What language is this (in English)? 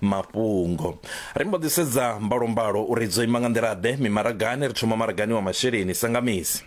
Venda